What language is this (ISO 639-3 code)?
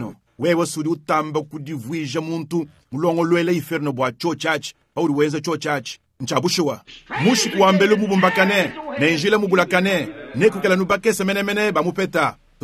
lua